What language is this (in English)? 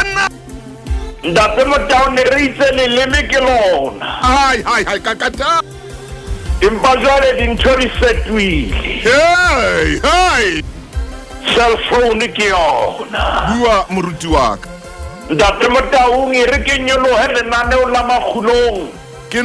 Southern Sotho